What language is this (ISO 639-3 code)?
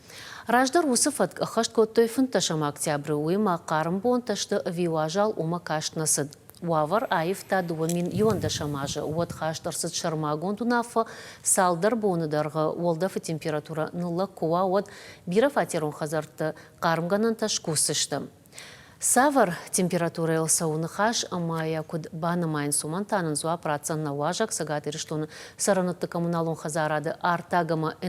oss